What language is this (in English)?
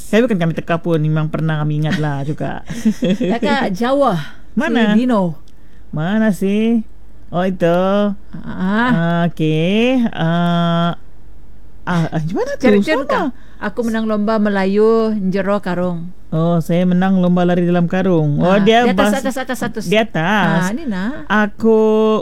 Malay